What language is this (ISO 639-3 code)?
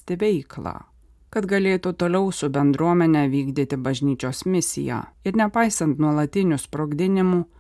lit